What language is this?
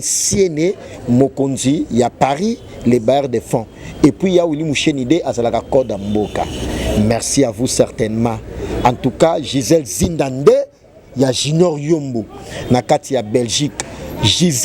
Lingala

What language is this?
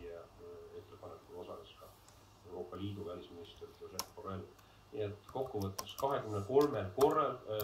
Estonian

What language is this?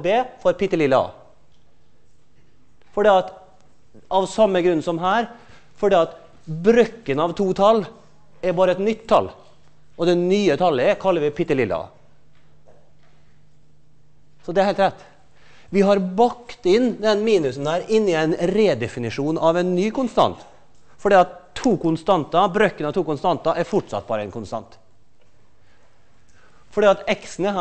Norwegian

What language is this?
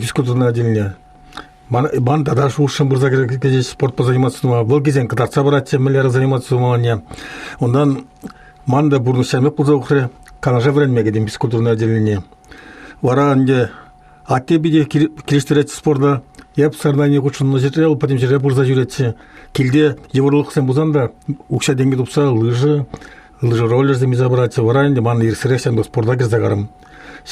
Chuvash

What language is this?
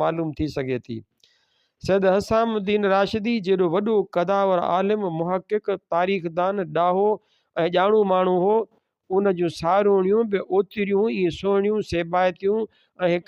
Sindhi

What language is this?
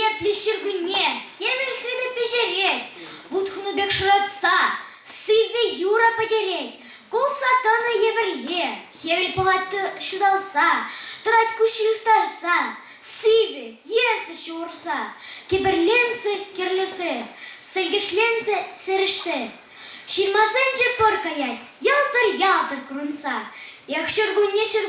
Chuvash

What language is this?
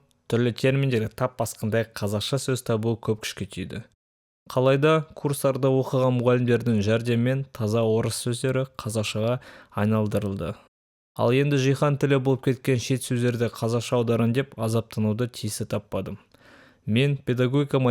Kazakh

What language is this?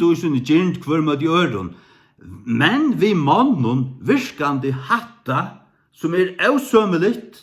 Faroese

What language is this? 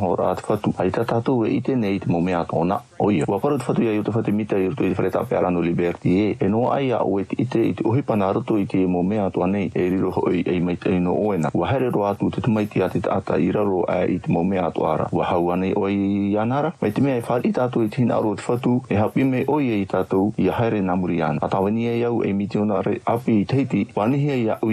Tahitian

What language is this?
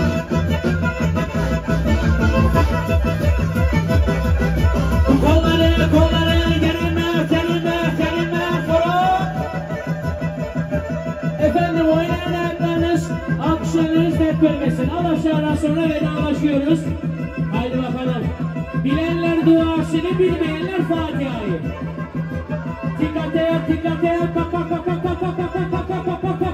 Turkish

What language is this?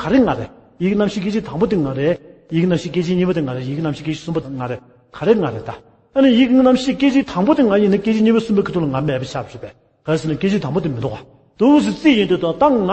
Tibetan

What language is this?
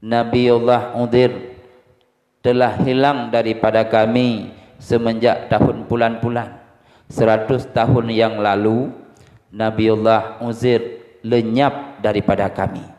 Achinese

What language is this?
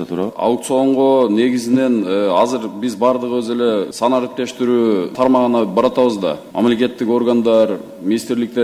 Kyrgyz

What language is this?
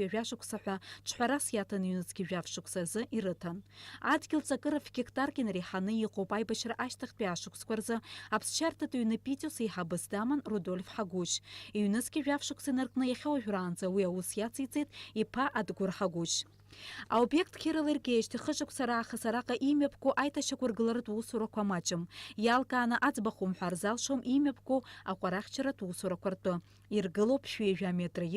Abkhazian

